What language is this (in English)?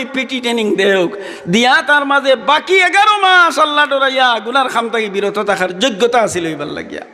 Sylheti